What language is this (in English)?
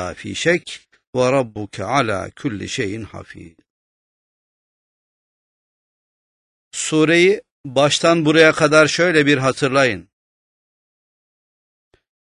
Turkish